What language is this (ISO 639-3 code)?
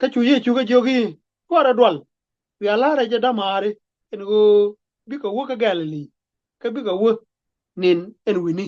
nus